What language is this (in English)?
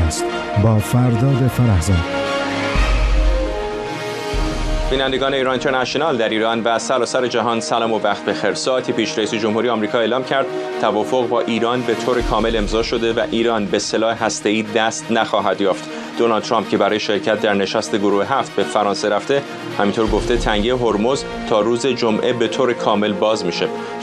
Persian